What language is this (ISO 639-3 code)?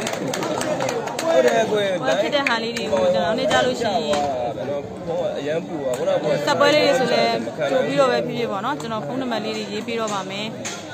mya